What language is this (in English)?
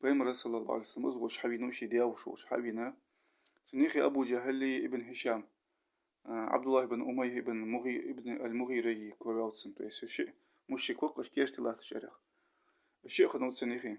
Ingush